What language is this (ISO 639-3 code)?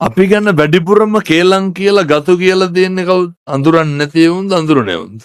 sin